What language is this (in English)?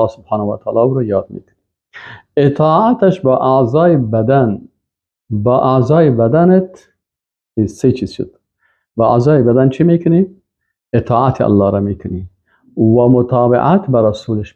Persian